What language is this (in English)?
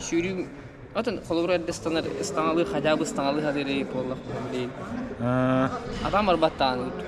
Yakut